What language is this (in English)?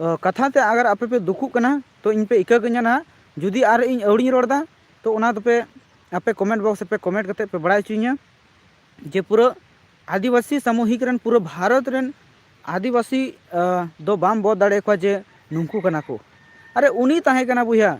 Santali